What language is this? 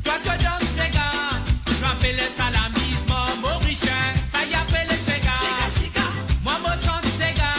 Morisyen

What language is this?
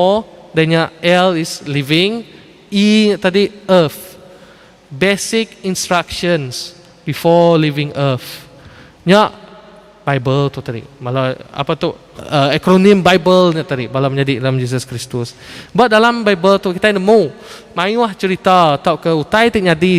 Iban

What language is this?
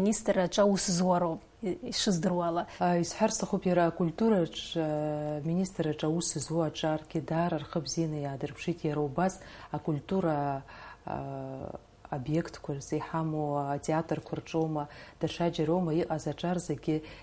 Abkhazian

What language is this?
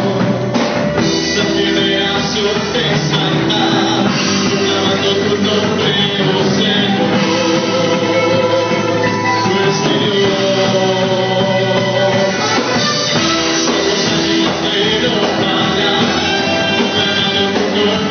Spanish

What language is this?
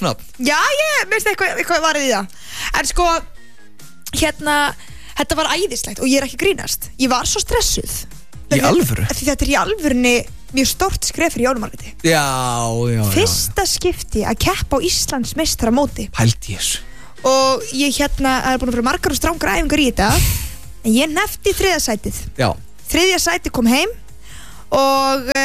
Icelandic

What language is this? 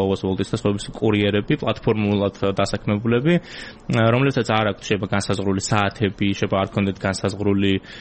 Georgian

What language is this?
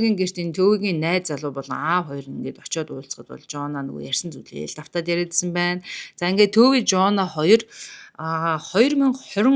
Mongolian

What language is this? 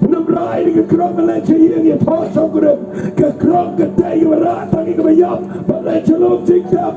Khasi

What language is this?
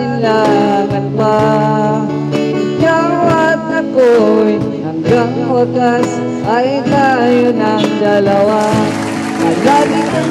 Filipino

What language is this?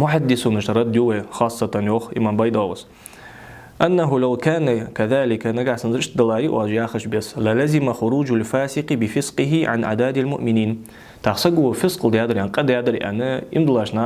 Ingush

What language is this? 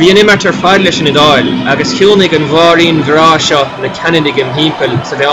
Irish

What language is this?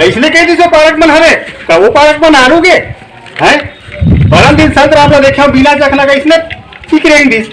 Chhattisgarhi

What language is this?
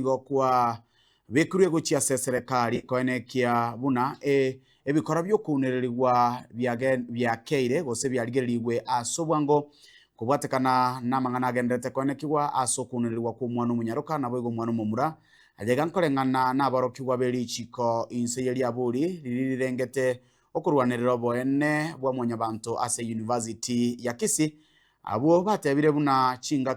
Gusii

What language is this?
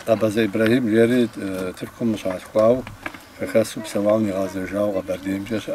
Kabardian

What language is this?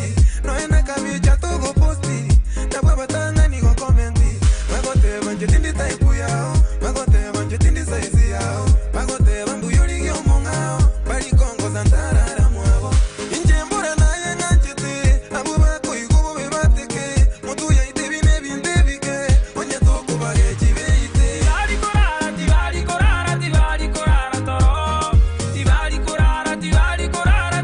Gusii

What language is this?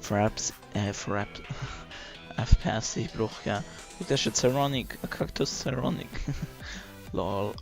Swiss German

